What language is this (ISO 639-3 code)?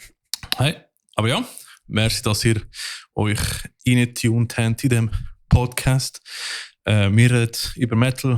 gsw